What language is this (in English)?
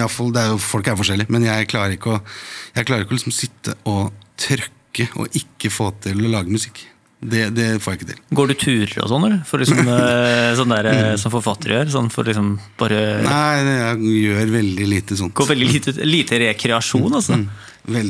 Norwegian